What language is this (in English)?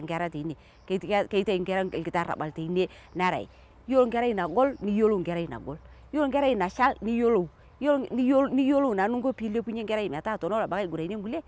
Masai